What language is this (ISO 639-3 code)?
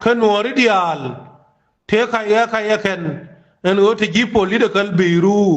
nus